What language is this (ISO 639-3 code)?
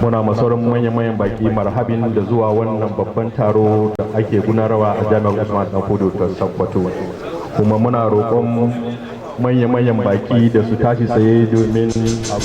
hau